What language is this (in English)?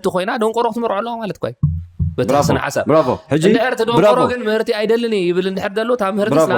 Tigrinya